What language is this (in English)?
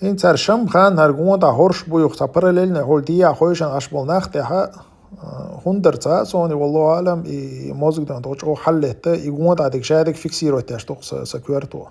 Chechen